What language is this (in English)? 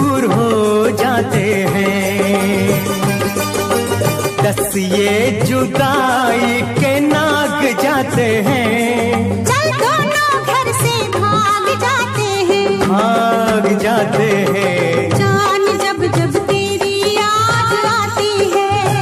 Hindi